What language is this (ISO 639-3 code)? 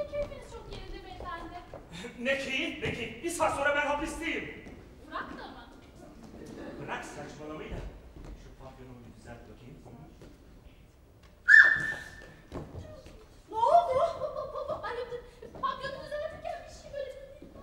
tur